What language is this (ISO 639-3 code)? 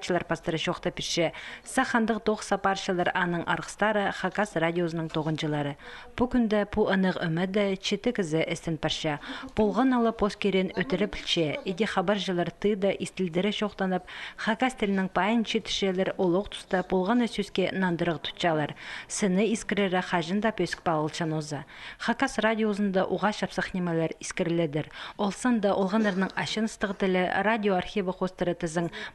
kjh